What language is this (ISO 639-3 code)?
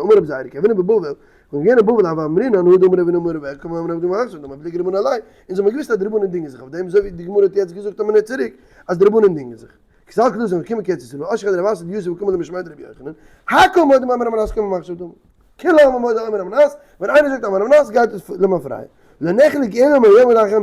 yid